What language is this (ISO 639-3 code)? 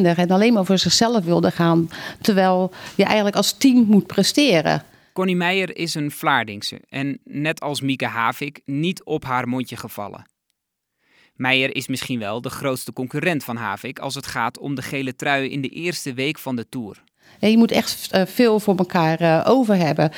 nld